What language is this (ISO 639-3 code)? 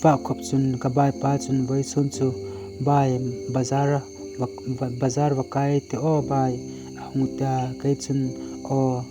hmr